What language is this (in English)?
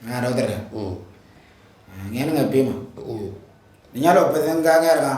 Moro